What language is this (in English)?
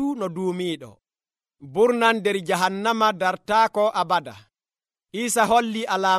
Nigerian Fulfulde